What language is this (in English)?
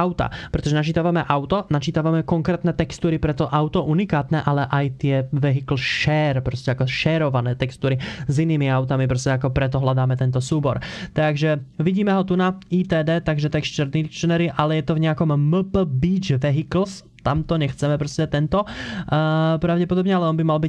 Slovak